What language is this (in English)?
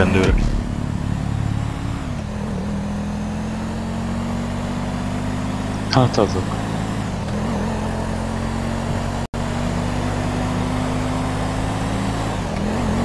Hungarian